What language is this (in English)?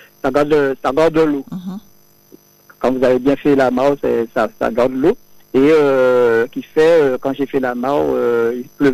French